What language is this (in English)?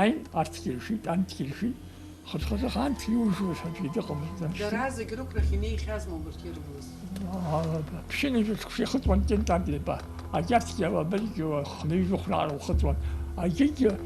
Abkhazian